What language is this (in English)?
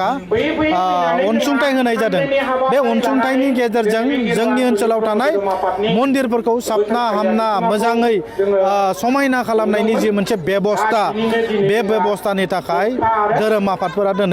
Bodo